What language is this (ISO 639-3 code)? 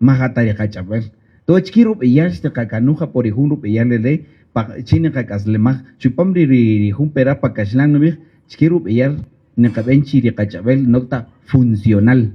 cak